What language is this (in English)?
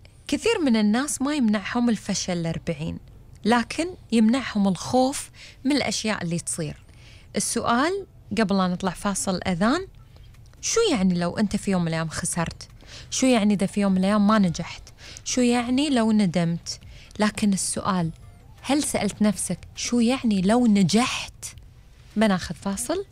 Gulf Arabic